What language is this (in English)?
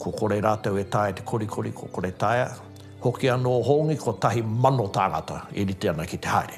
Māori